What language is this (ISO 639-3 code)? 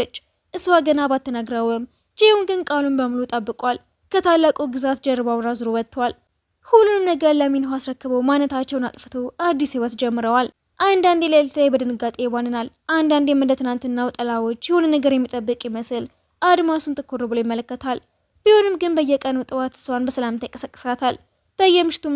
amh